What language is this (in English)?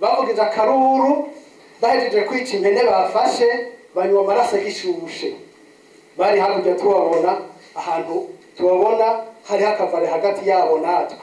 Rundi